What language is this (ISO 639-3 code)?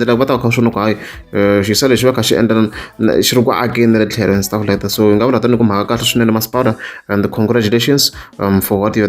tso